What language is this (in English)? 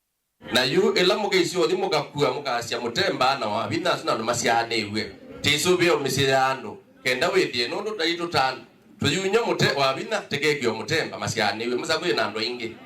Kamba